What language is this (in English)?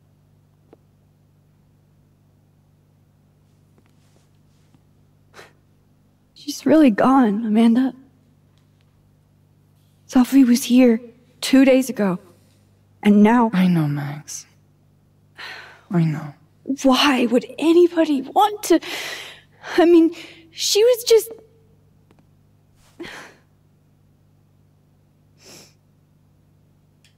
Portuguese